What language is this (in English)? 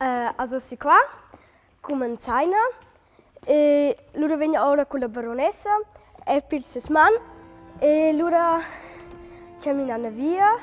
Romansh